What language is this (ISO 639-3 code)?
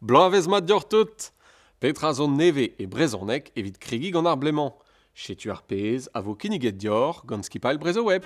bre